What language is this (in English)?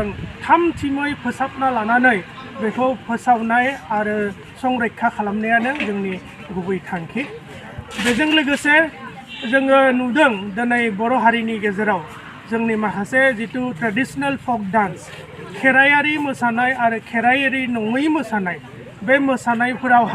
Bodo